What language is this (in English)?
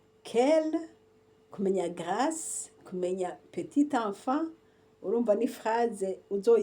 Rundi